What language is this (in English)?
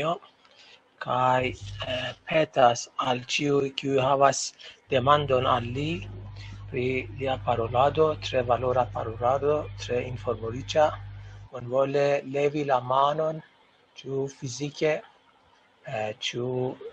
Esperanto